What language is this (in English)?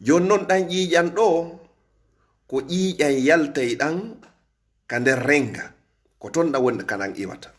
Fula